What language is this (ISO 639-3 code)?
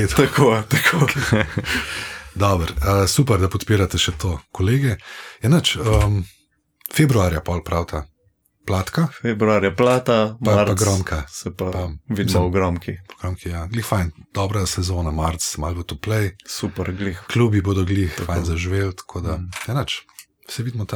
slv